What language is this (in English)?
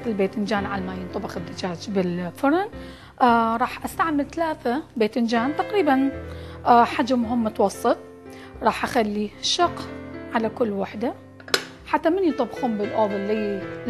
Mesopotamian Arabic